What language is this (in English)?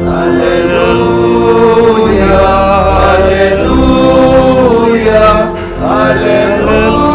Pampanga